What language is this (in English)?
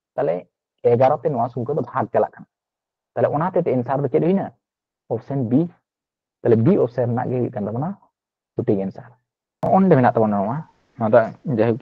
Santali